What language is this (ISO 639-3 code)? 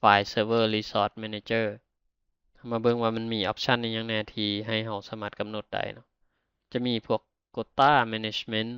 lao